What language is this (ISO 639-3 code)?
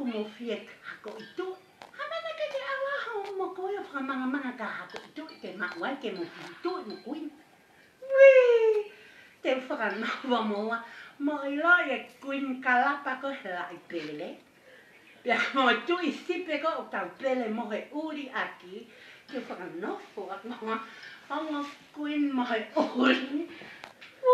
ton